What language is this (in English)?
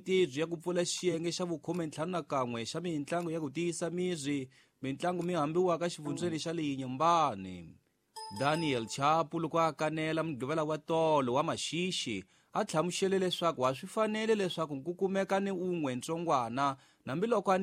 Tsonga